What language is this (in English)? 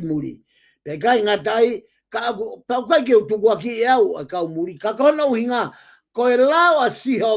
Tongan